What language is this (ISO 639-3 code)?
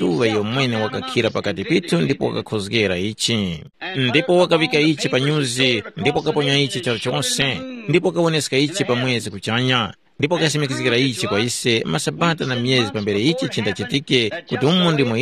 tum